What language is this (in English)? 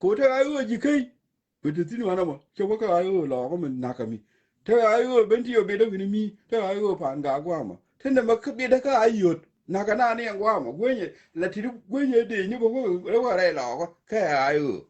Nuer